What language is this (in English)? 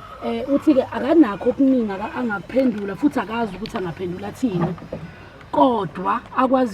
Zulu